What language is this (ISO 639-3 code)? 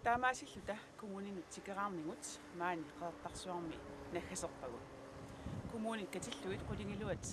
kal